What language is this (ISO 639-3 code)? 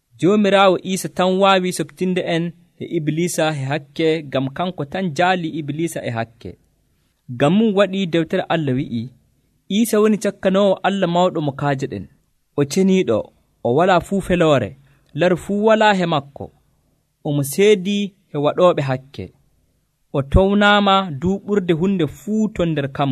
fuv